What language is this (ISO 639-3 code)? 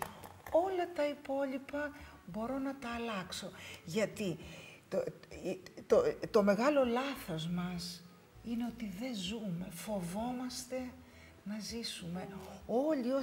ell